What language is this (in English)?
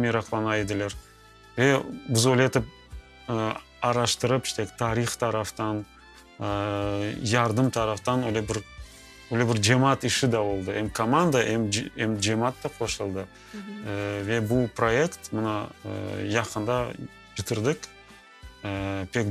Crimean Tatar